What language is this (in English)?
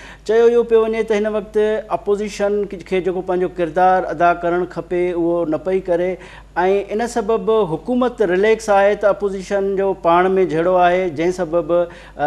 Sindhi